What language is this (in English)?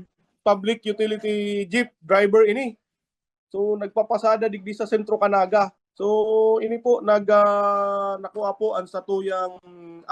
Bikol